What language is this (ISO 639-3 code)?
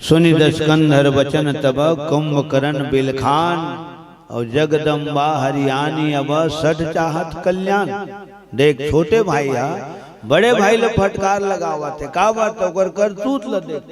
hne